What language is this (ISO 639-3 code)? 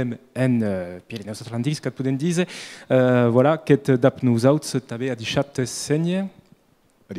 oci